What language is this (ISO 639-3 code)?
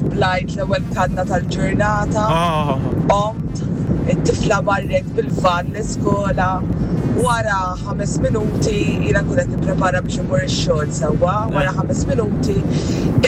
mlt